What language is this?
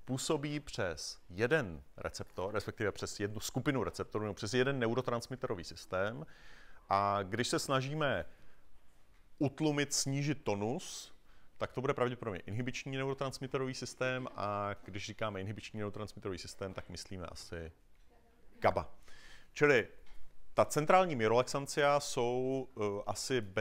Czech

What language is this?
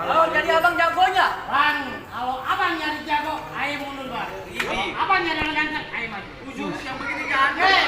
Betawi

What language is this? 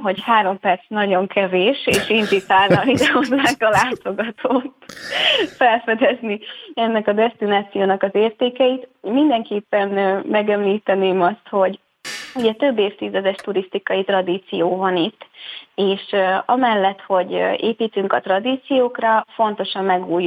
Hungarian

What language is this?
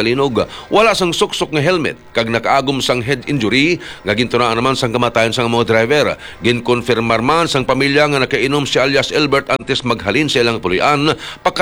Hiligaynon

